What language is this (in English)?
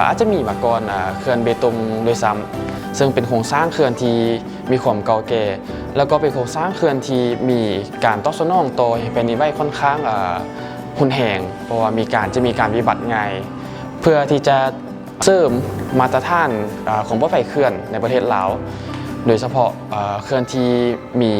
Lao